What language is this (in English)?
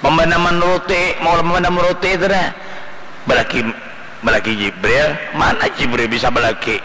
Banjar